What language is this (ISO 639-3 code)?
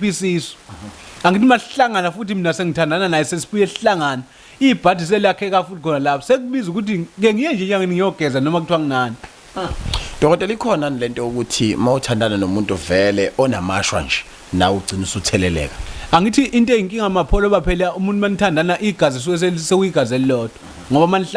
zul